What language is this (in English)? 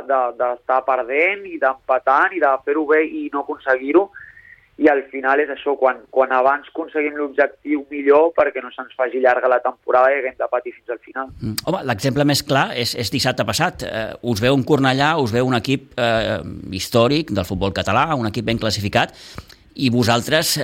Catalan